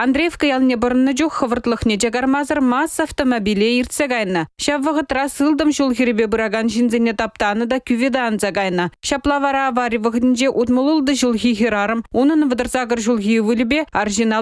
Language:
Chuvash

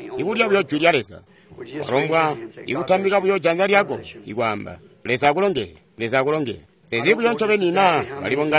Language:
Tonga (Zambia)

